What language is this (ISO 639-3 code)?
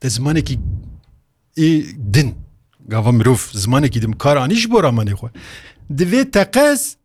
kur